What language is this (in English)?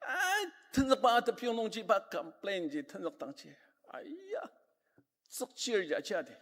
Ao Naga